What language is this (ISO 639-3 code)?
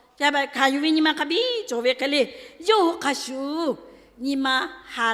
lhu